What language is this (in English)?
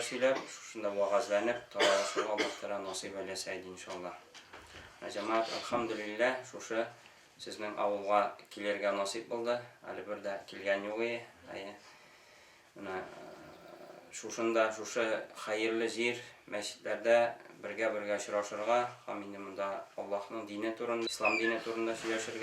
Tatar